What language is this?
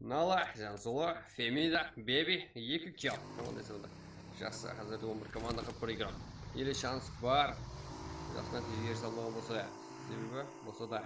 Kara-Kalpak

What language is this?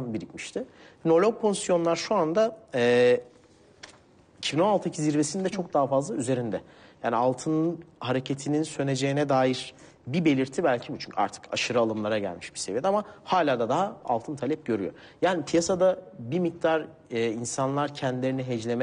Turkish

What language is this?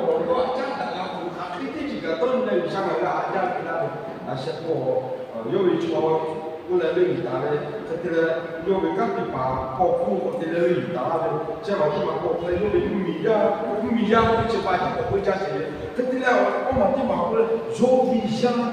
Lahu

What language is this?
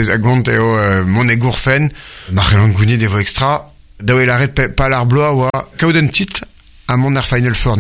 Breton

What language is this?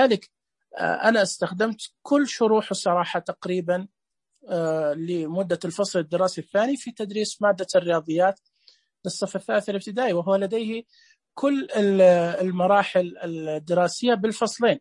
Najdi Arabic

